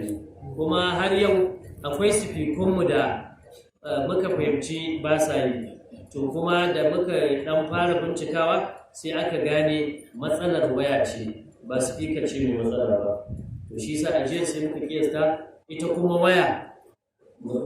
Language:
Hausa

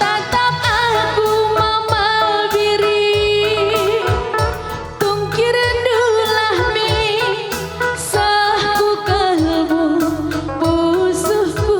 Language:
Batak Karo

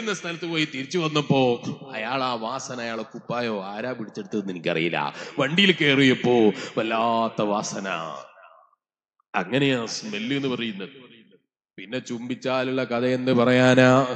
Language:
Malayalam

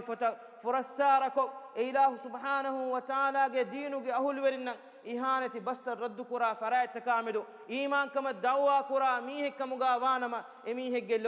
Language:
Divehi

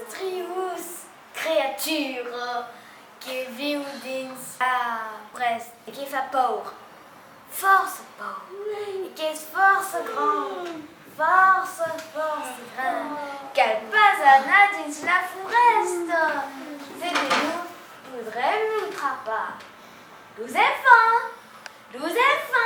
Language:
Occitan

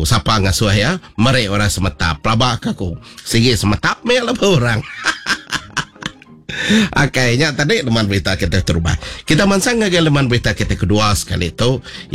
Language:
Iban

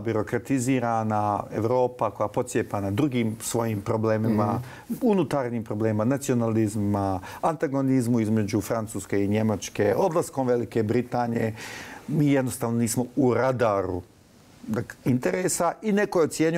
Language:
Bosnian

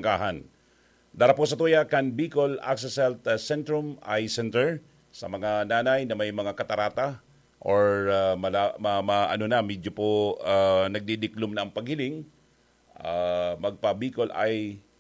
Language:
Bikol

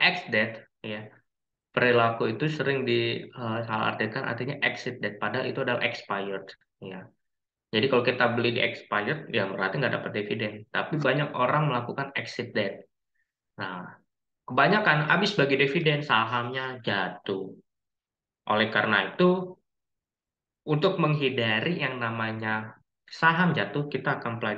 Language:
Indonesian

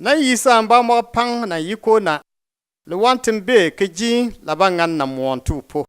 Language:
Bimoba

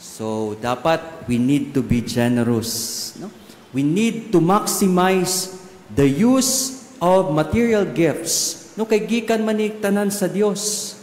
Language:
Cebuano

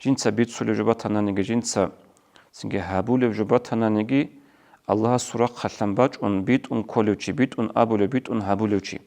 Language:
Avaric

